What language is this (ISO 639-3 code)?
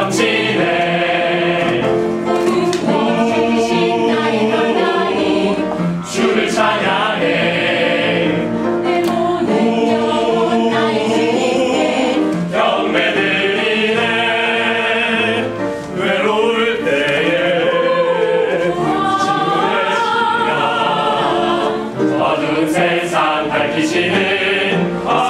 kor